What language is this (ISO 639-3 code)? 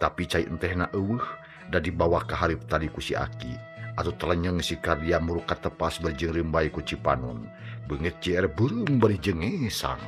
sun